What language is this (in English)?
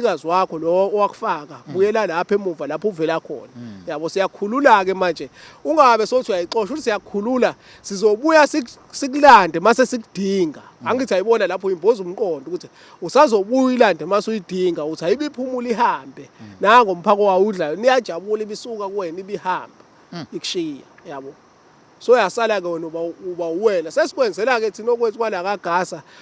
Zulu